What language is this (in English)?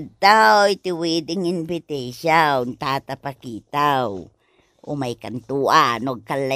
Iloko